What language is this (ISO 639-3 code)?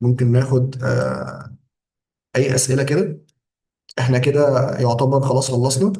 arz